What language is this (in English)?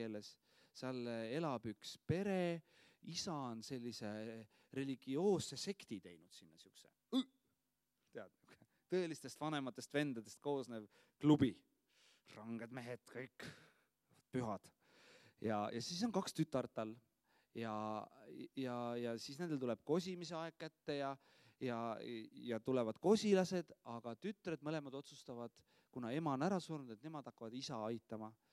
Estonian